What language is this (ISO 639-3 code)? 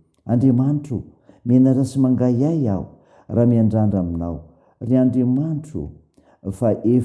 mlg